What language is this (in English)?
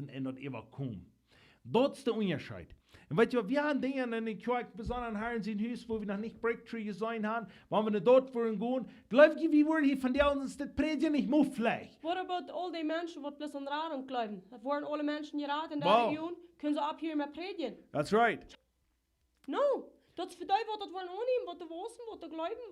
Plautdietsch